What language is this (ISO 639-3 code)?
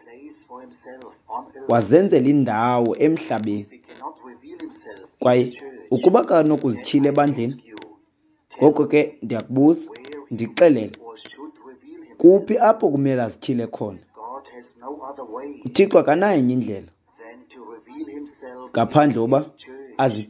xho